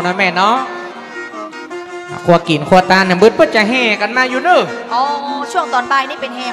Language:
Northern Thai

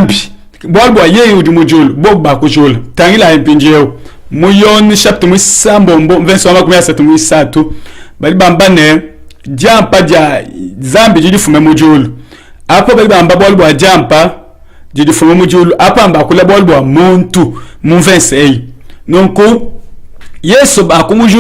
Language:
Luba-Lulua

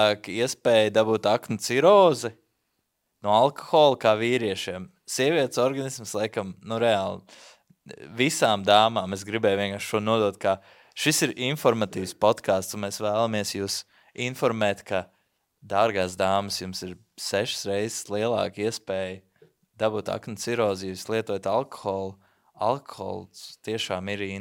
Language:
Latvian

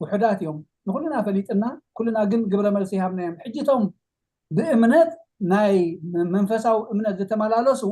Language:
Tigrinya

